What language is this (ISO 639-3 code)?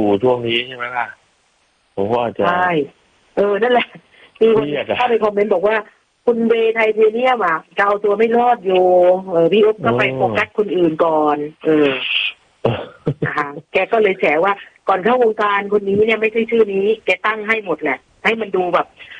tha